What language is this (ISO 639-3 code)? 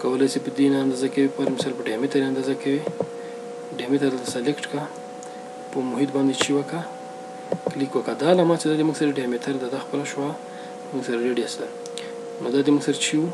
pus